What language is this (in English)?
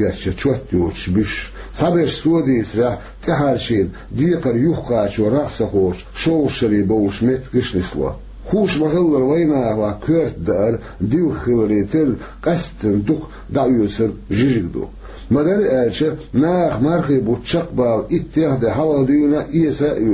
Chechen